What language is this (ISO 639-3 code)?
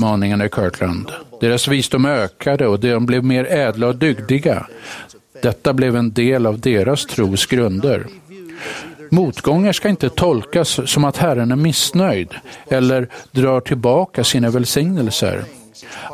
swe